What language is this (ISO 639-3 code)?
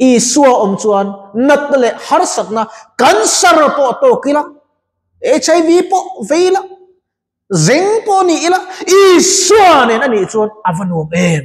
lus